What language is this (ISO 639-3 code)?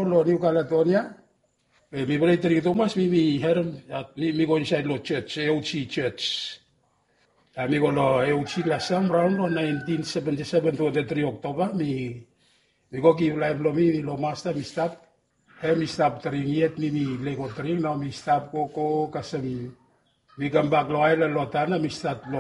bis